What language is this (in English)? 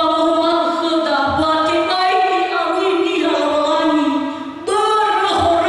Nias